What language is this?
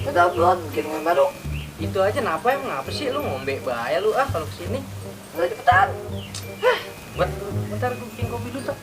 Betawi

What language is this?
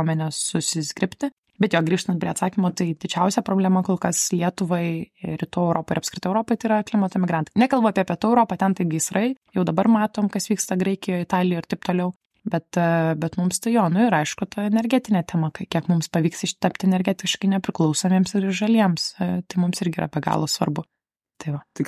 Lithuanian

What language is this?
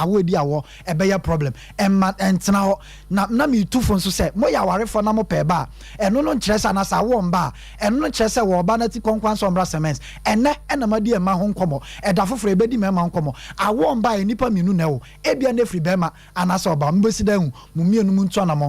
Akan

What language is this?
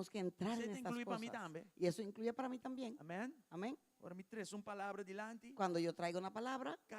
Papiamento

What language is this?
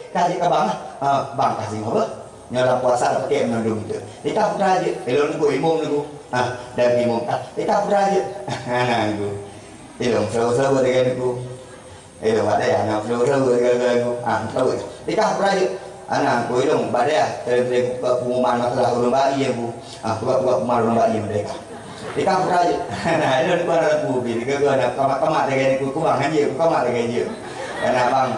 Malay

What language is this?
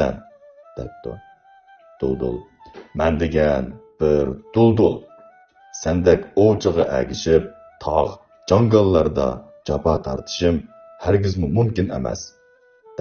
Uyghur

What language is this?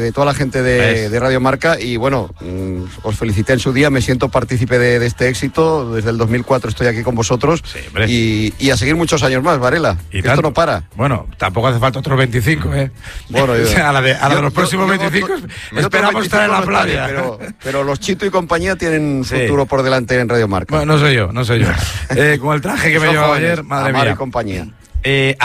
Spanish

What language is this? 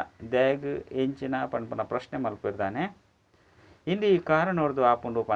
Tulu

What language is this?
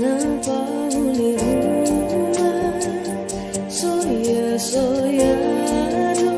Batak Simalungun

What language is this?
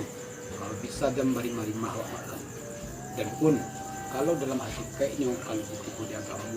Minangkabau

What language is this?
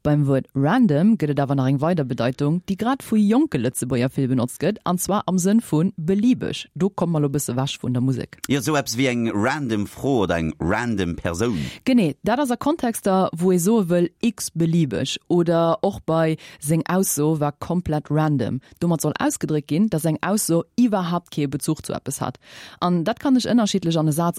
Luxembourgish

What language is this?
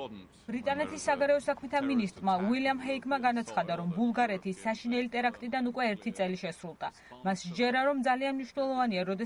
Georgian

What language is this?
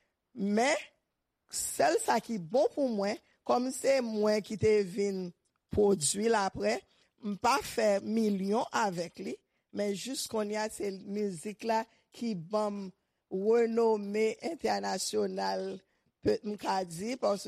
Haitian Creole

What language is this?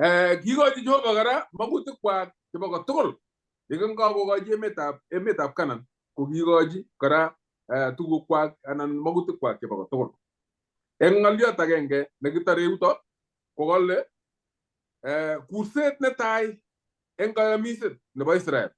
Kalenjin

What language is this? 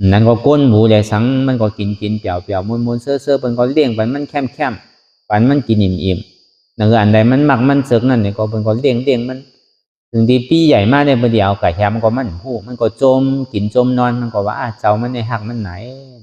Shan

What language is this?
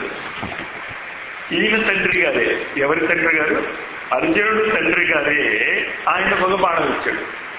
Telugu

